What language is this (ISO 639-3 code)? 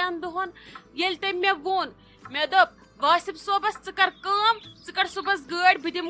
kas